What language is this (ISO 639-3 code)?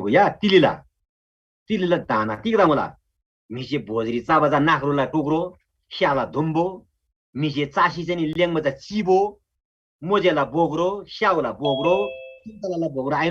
taj